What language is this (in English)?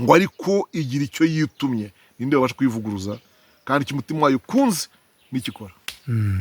Kinyarwanda